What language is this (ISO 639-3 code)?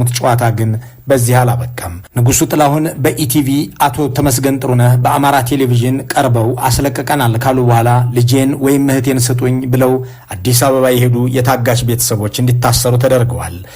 amh